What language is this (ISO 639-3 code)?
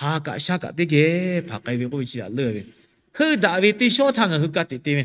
lhu